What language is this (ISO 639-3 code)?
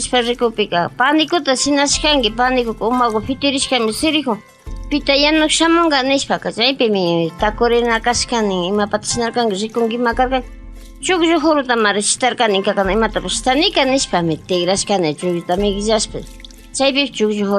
qvi